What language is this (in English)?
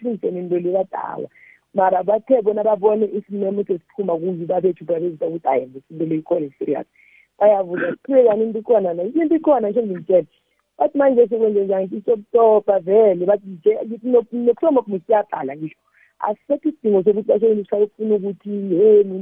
South Ndebele